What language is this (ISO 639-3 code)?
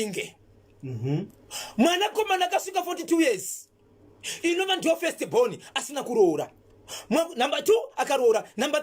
sna